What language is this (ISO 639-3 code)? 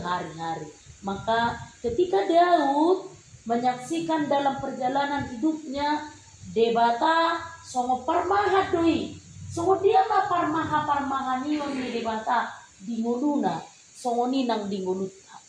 bbc